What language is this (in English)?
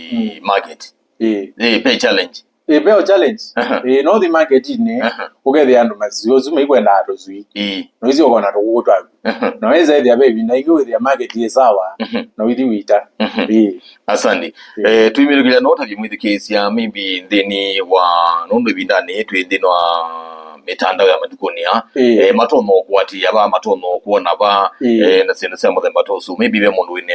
Kamba